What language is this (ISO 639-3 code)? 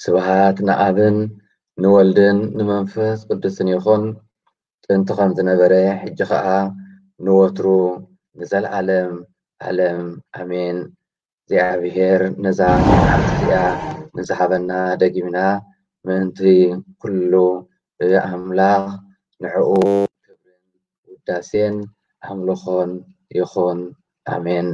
tir